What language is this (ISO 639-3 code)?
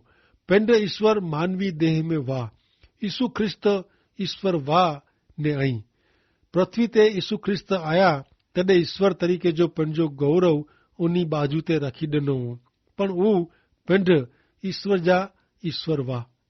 kfr